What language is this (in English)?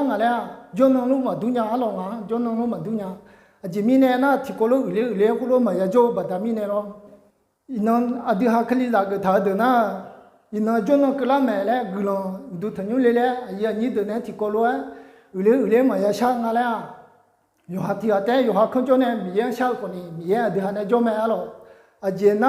Akha